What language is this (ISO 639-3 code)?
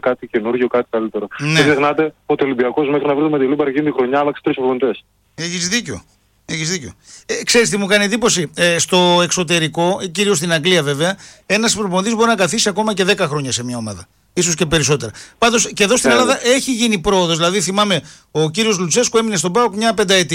ell